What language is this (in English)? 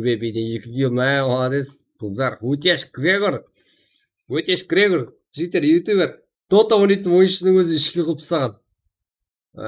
Kara-Kalpak